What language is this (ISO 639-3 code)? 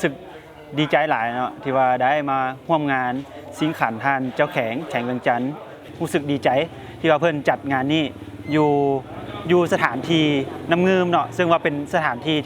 lao